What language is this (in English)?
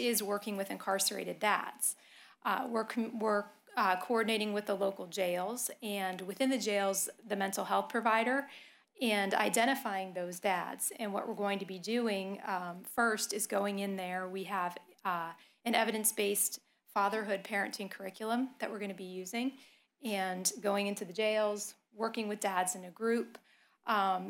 English